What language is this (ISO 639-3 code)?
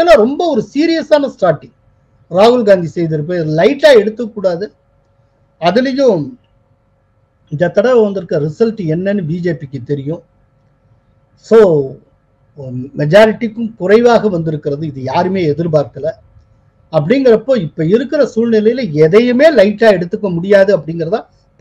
tam